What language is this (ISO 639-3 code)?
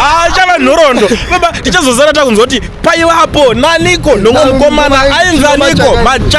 sna